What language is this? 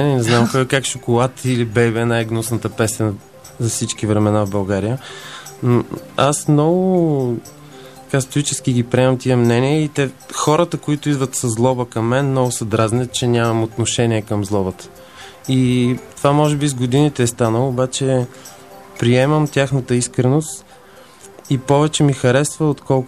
Bulgarian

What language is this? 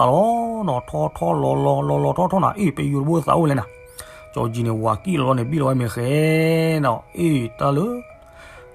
S'gaw Karen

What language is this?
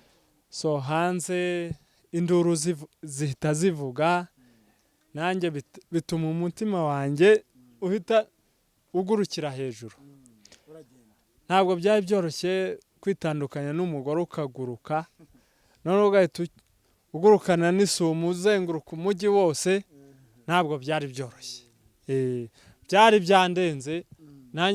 Kinyarwanda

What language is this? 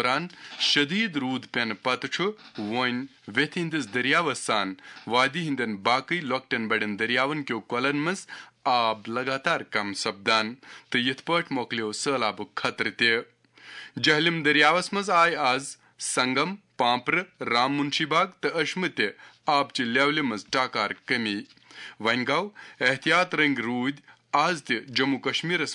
Kashmiri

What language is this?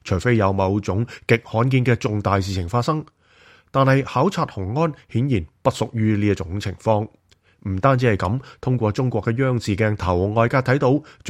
Cantonese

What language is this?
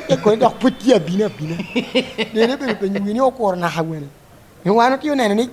Lango (Uganda)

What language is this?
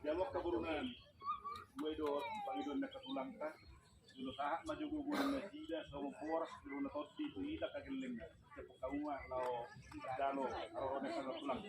Batak Toba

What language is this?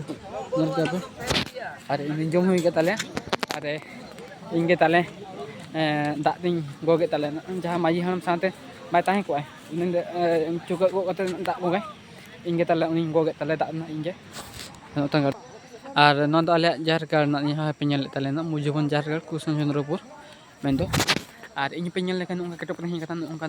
Santali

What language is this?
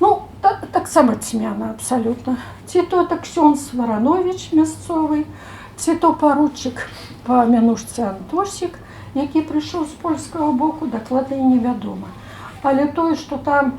Belarusian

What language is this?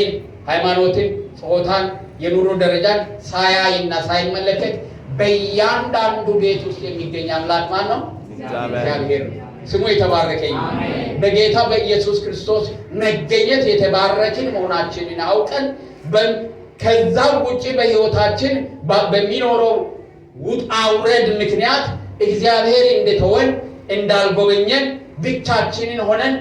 Amharic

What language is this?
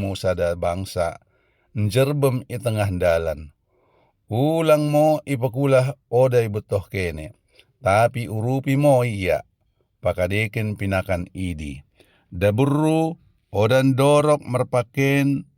Batak Dairi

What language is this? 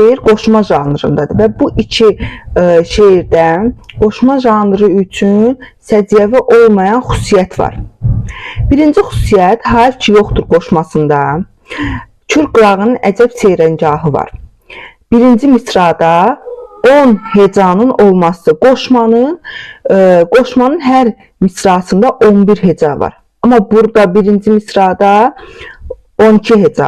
Azerbaijani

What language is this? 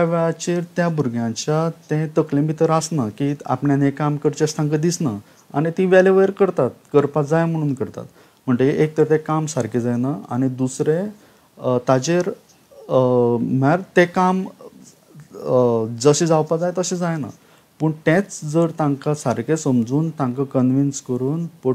Konkani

